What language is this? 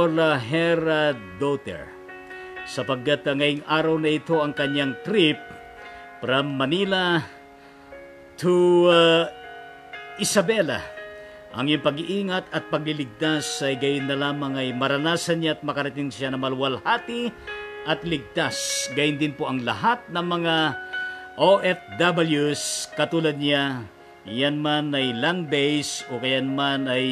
Filipino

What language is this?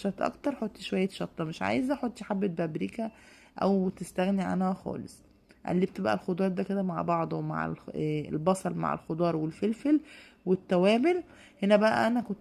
Egyptian Arabic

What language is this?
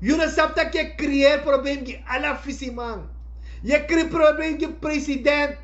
Sranan Tongo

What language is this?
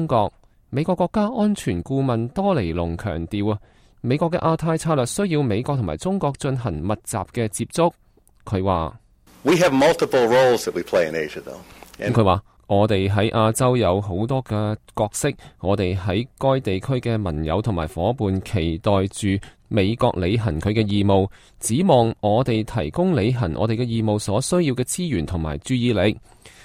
Cantonese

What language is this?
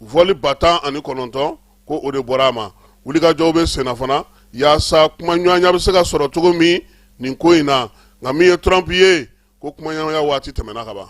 Bambara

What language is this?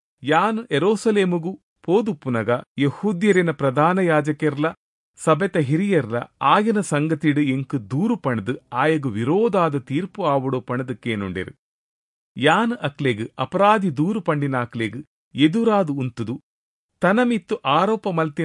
Tulu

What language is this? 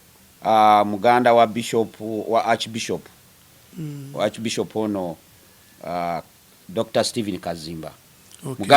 Ganda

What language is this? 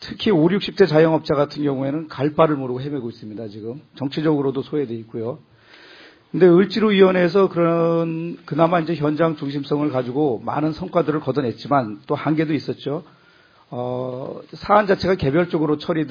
Korean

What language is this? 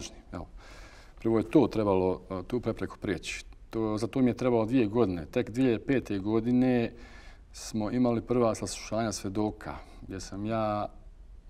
Bosnian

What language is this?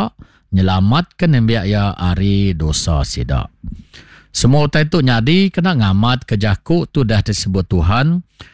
Iban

